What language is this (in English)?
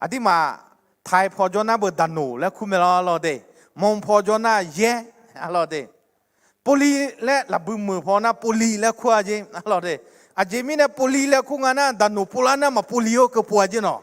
Akha